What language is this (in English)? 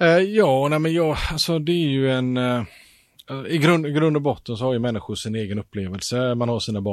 Swedish